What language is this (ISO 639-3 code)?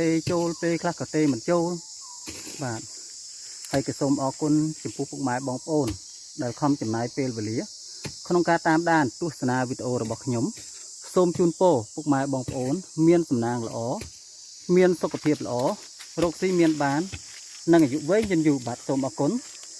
khm